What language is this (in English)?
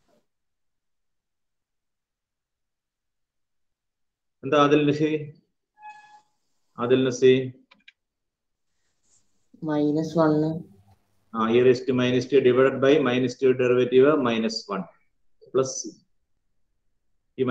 Malayalam